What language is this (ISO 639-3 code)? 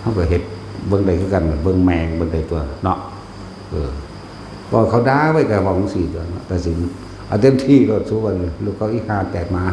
tts